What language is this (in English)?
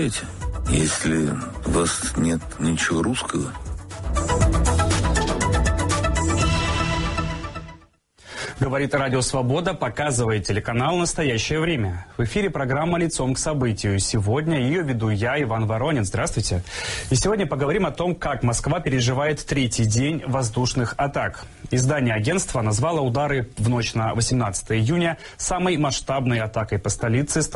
Russian